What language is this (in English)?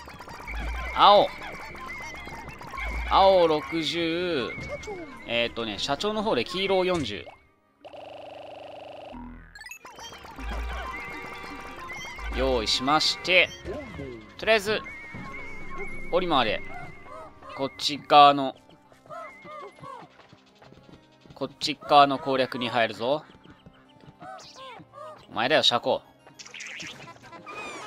Japanese